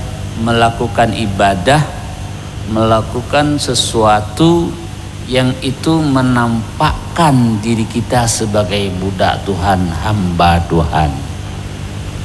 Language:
Indonesian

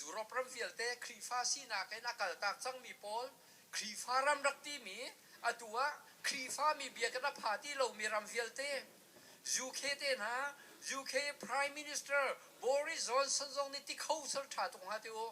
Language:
Hakha Chin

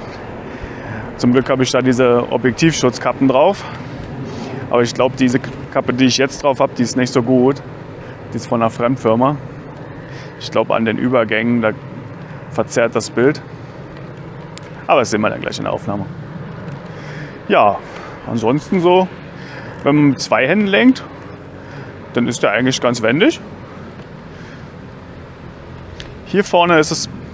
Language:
German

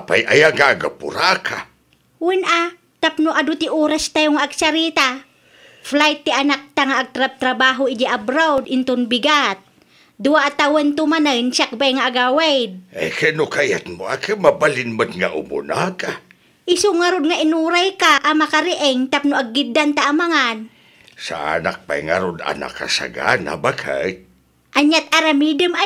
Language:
Iloko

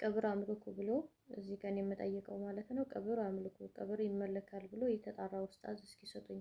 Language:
Amharic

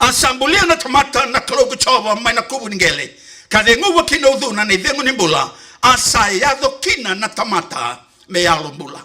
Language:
Fijian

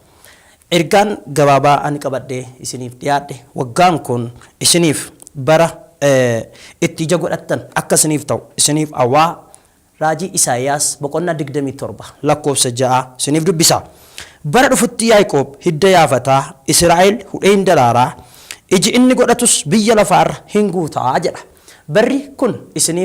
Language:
Oromo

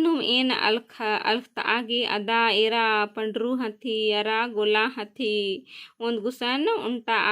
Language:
Kurukh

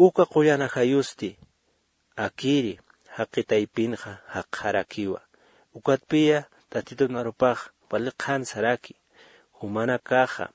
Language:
Aymara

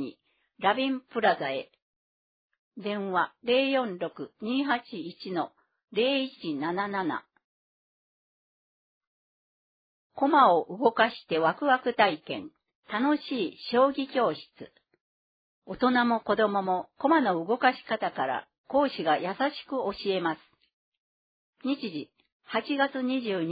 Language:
Japanese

